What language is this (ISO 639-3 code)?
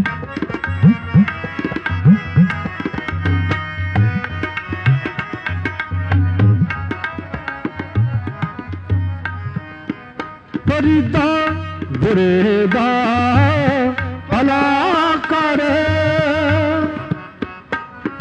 pan